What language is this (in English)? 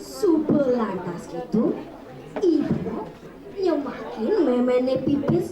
Balinese